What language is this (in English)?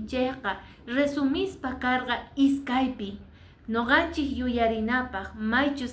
Quechua